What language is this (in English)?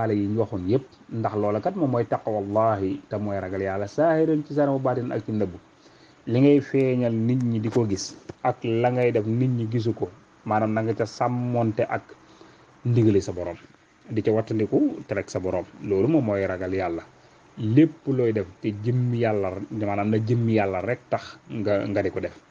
Wolof